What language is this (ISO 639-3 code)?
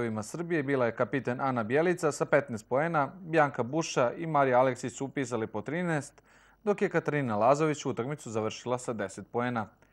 srp